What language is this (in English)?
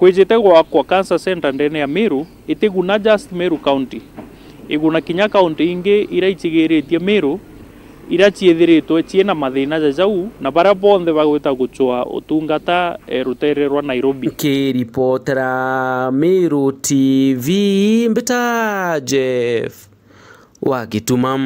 Meru